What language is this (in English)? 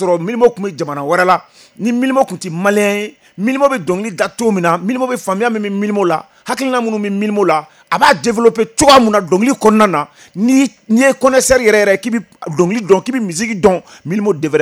Bambara